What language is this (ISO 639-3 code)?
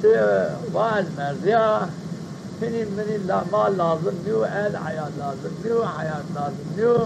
zza